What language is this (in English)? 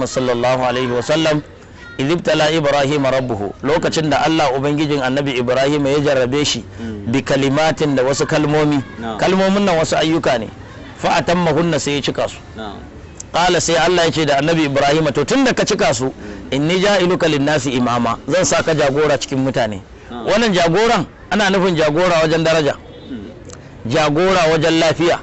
Hausa